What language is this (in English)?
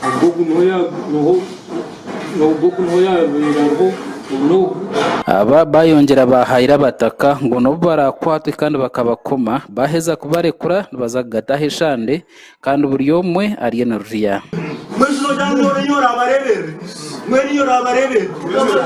Nyankole